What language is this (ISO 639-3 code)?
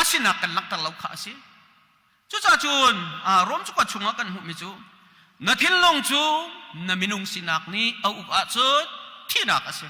cnh